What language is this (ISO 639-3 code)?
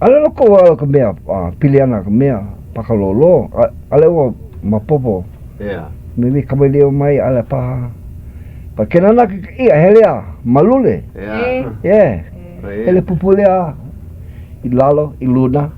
haw